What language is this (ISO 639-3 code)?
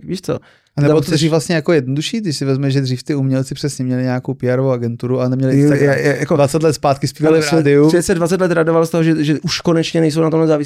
ces